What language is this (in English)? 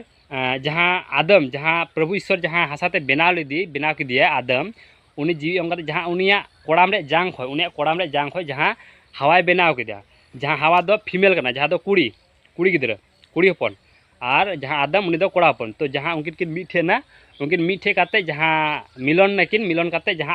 Santali